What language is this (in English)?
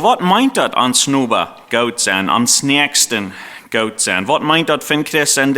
Plautdietsch